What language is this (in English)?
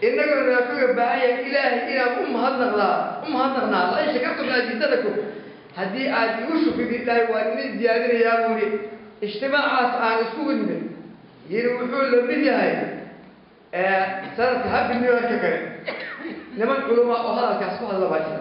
Somali